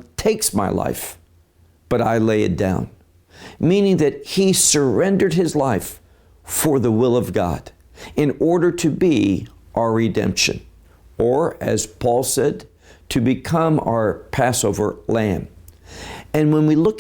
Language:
English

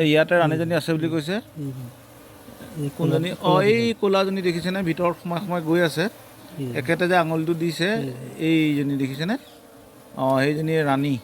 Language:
Assamese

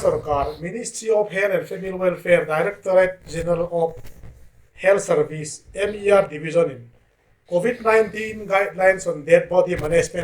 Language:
Hmar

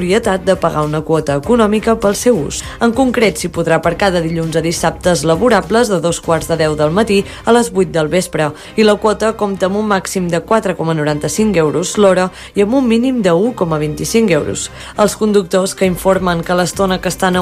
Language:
Catalan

